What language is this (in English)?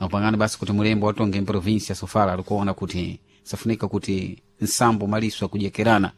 Sena